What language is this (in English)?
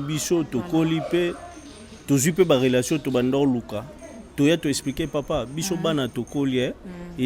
Lingala